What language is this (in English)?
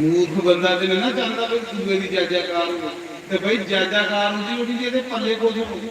Dogri